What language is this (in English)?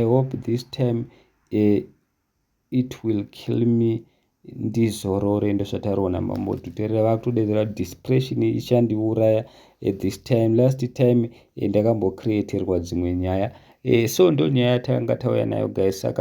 Shona